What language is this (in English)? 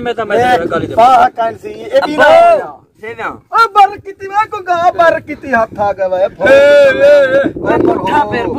Saraiki